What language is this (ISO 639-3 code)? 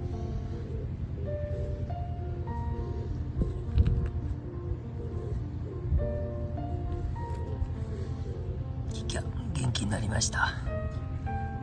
jpn